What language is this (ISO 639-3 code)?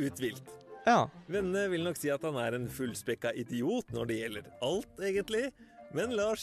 nor